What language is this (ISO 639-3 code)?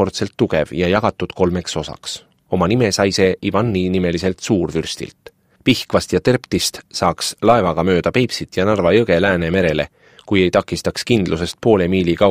est